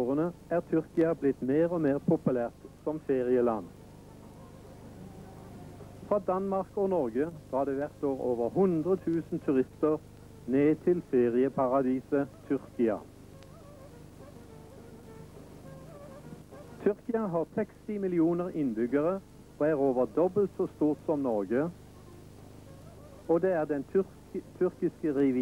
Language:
Norwegian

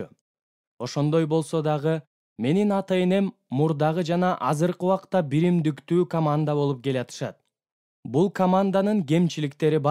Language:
Kyrgyz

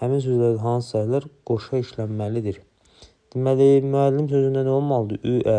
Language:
Azerbaijani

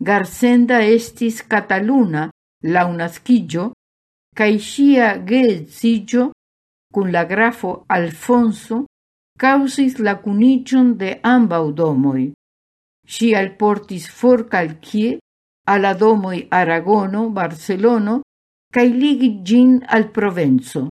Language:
Esperanto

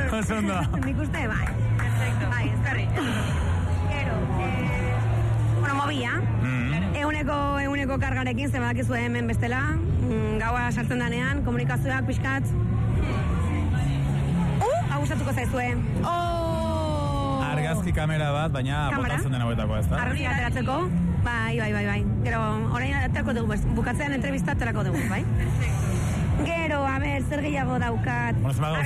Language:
Basque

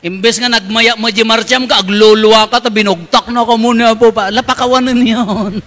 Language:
Iloko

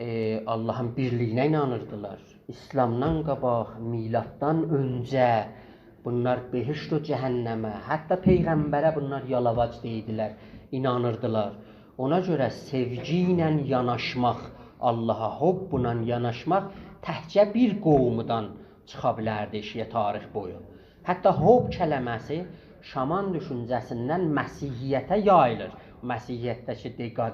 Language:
South Azerbaijani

